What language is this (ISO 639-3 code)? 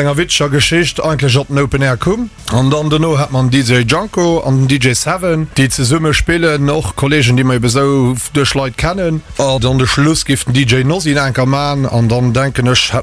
ltz